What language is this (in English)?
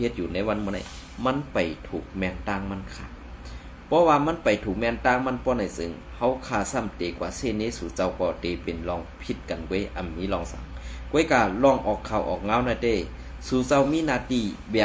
Shan